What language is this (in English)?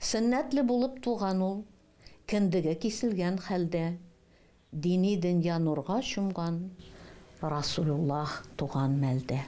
Tatar